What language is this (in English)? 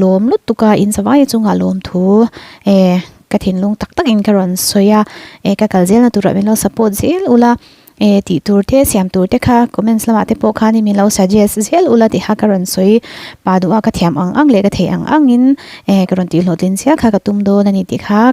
Mizo